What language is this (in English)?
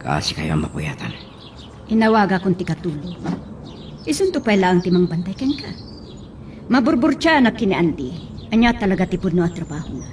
Iloko